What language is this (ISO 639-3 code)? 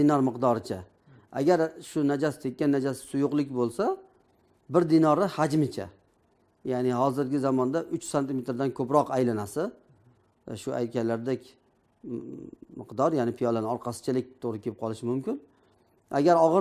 uzb